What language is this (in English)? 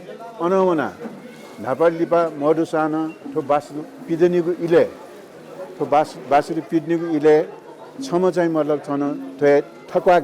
Newari